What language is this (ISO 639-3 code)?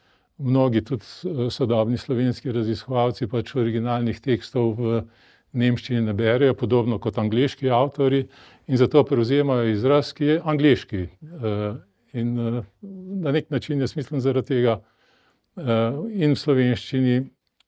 slv